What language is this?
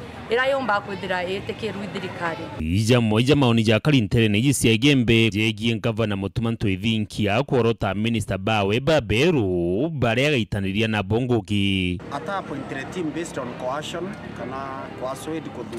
Meru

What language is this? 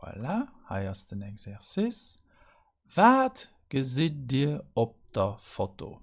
Luxembourgish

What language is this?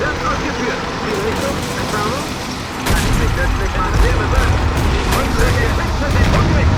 Bavarian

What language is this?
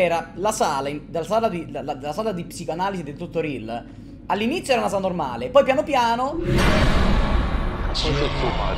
Italian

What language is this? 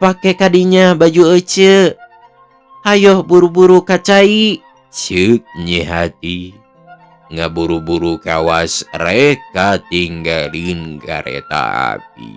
Sundanese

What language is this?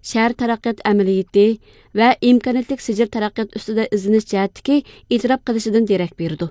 Uyghur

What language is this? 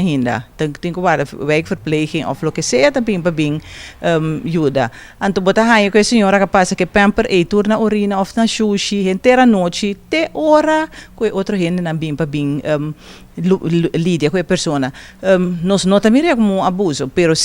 Papiamento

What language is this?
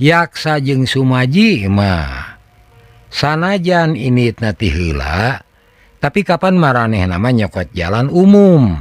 Sundanese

